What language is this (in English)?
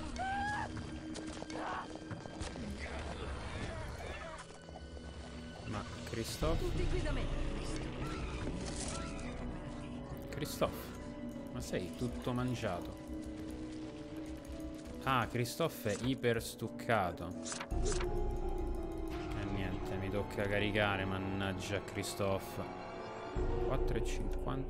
Italian